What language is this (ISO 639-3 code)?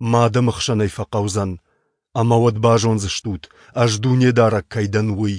oss